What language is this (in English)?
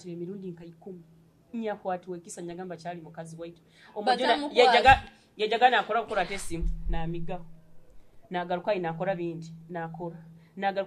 Nyoro